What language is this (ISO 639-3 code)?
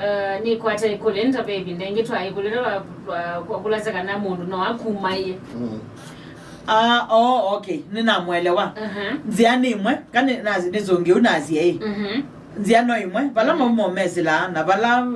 kam